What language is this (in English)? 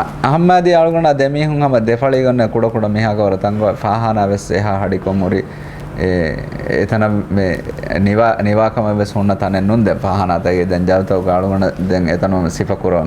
Divehi